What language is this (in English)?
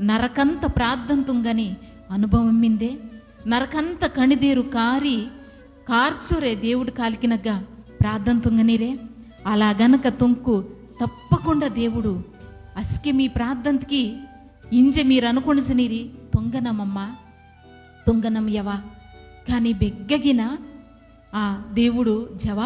Koya